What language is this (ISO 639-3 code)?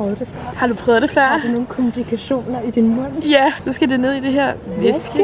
dan